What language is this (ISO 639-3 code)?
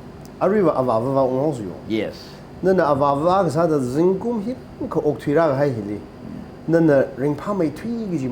nmf